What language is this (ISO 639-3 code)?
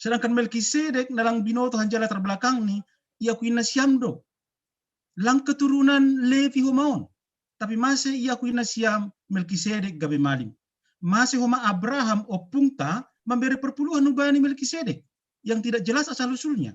bts